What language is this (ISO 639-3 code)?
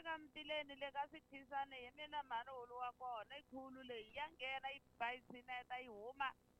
tso